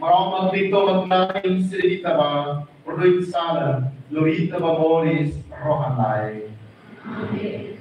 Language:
Tetum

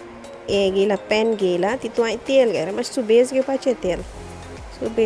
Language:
Konkani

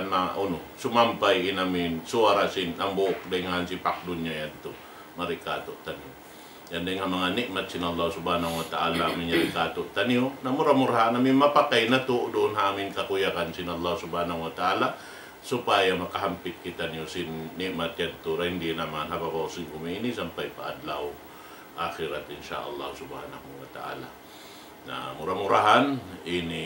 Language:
Tausug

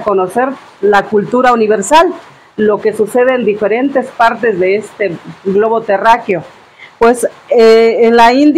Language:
Spanish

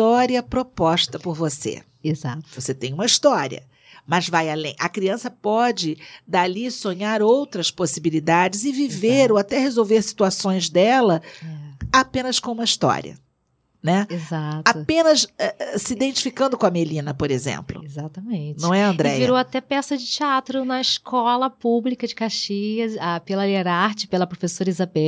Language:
Portuguese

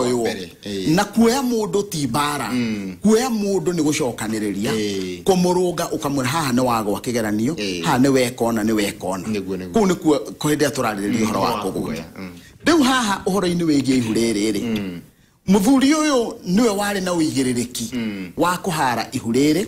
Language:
Kikuyu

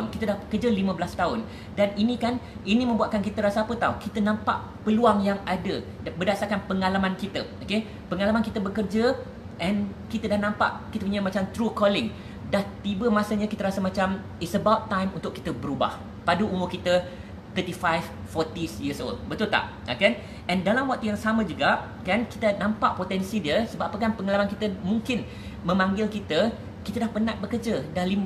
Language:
Malay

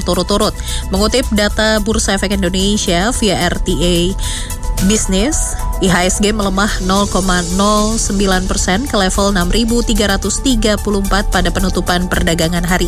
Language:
Indonesian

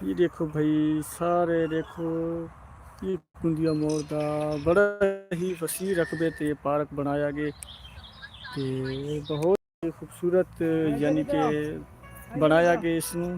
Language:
Saraiki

